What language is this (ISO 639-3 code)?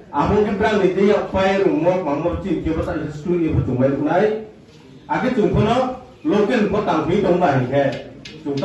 ria